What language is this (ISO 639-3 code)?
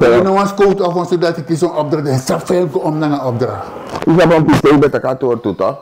srn